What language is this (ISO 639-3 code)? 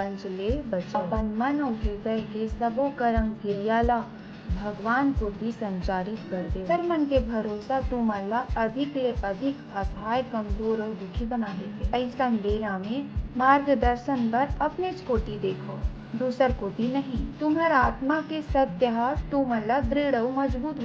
hne